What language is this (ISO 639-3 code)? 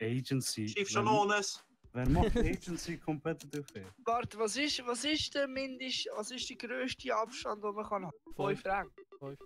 gsw